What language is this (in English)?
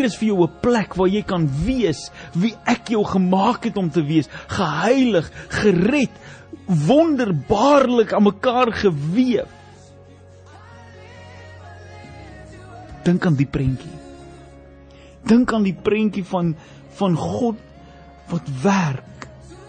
Afrikaans